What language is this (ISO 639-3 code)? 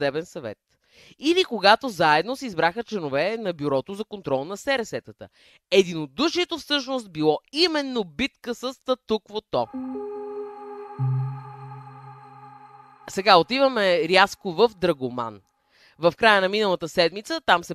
bul